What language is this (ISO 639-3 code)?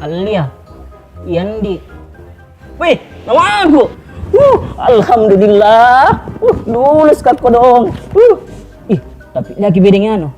mfp